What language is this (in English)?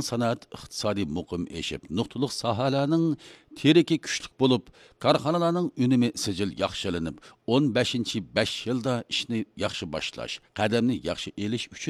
Uyghur